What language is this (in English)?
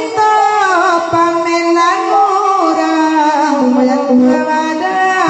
Minangkabau